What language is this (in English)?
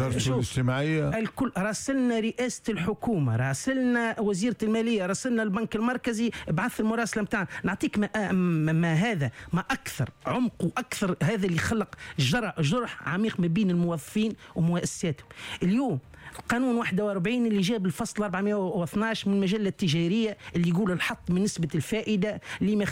Tunisian Arabic